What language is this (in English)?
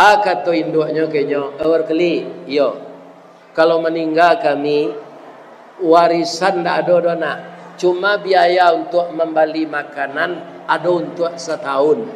Minangkabau